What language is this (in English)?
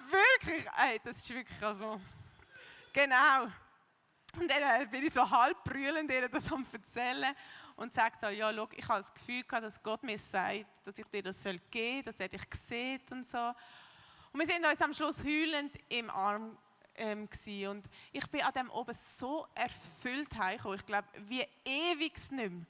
Swiss German